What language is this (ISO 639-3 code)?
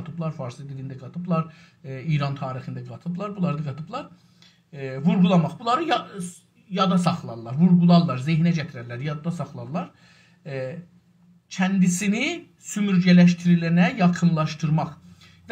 azb